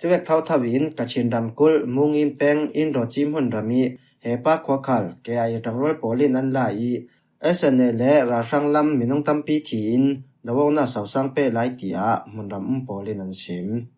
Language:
Falam Chin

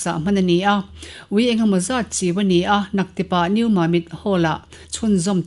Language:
Mizo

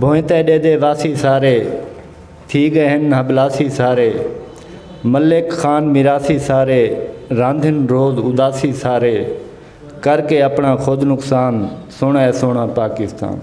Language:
Saraiki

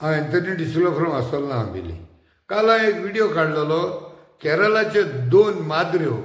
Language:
Konkani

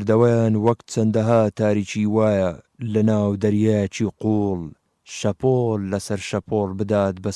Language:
Central Kurdish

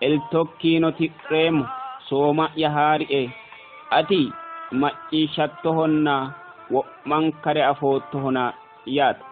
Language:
Sidamo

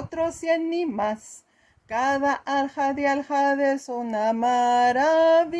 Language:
Ladino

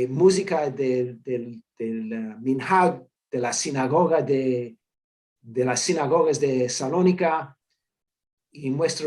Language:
Ladino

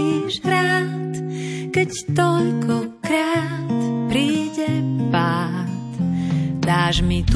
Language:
Slovak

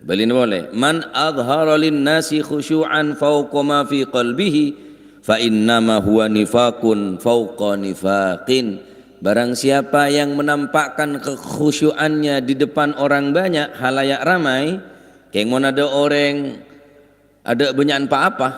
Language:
Madurese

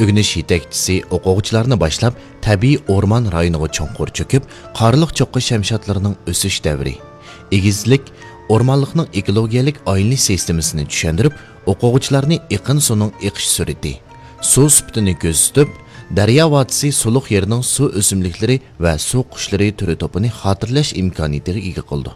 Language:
Uyghur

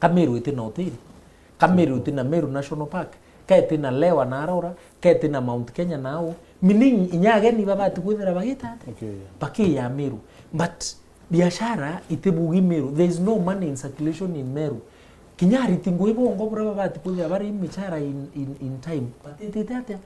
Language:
Meru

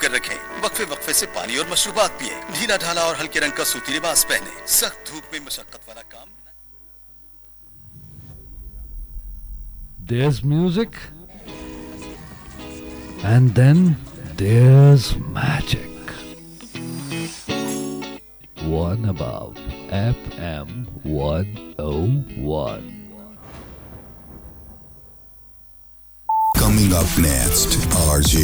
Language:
Urdu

